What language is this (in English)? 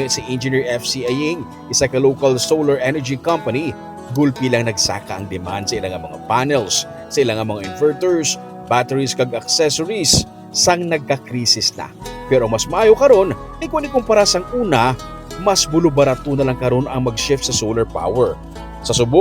Hiligaynon